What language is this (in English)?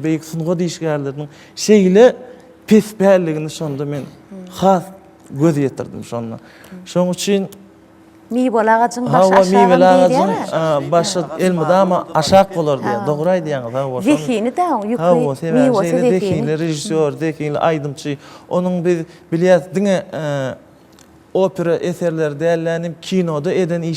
Turkmen